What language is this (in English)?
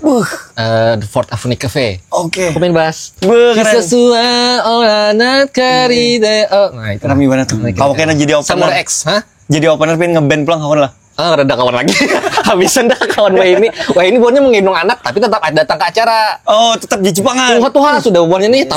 Banjar